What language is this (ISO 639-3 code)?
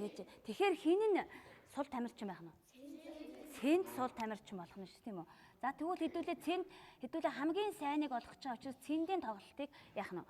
mon